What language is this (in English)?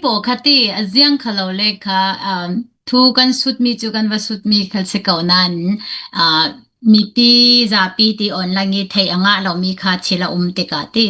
Falam Chin